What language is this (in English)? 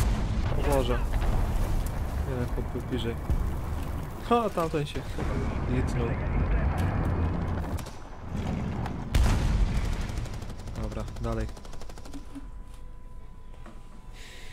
Polish